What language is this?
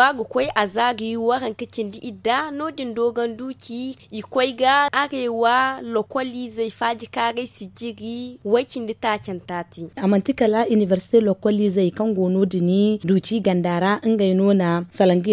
Zarma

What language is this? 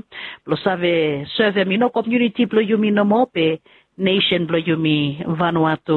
Bislama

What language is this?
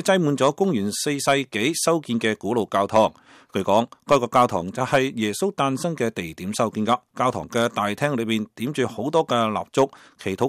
Cantonese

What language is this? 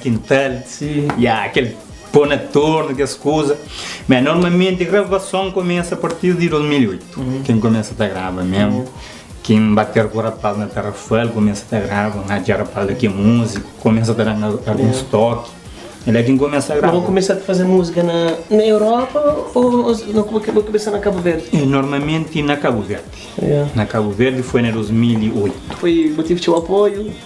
Kabuverdianu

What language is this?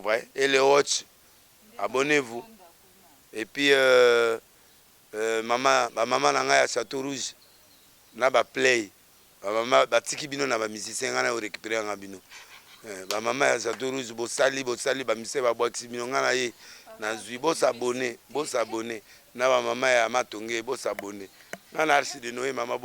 Lingala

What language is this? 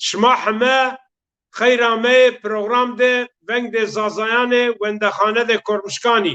Zaza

